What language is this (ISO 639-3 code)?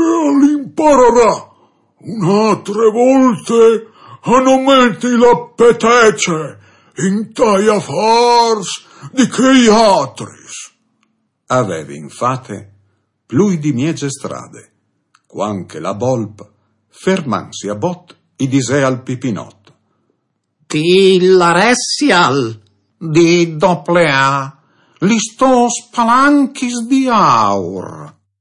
fur